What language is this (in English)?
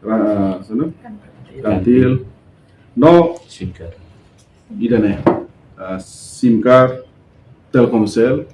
Tetum